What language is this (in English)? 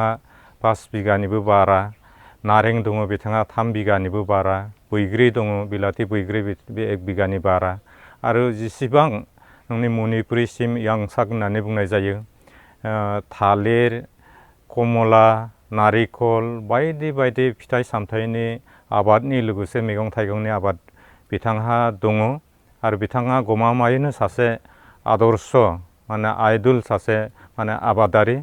Bodo